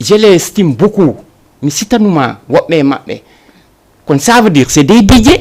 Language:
Fula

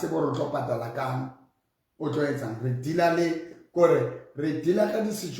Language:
Southern Sotho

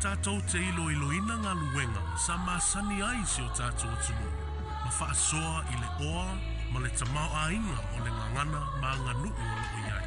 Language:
Samoan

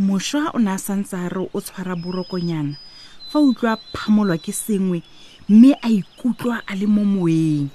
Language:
Tswana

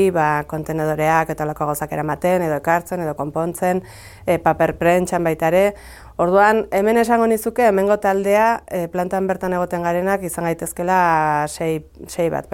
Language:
Basque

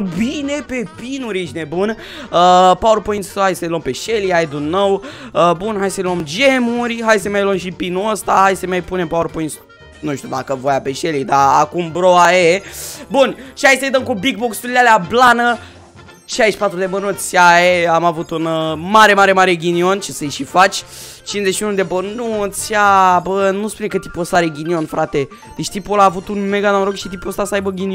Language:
Romanian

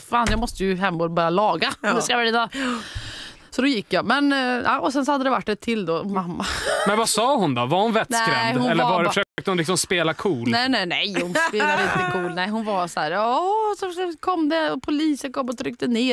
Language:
Swedish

